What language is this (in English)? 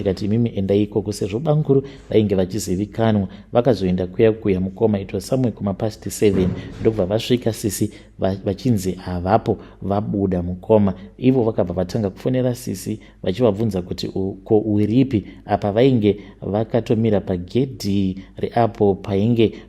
Shona